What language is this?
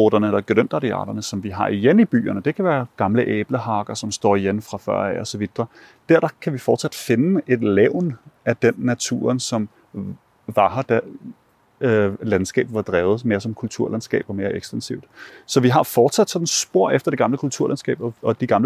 Norwegian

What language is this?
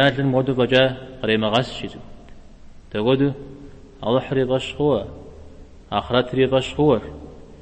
Kabardian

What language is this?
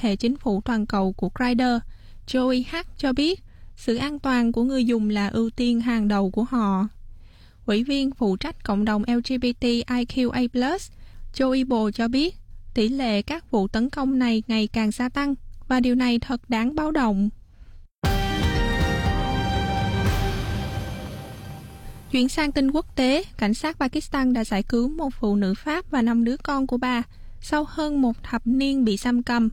Vietnamese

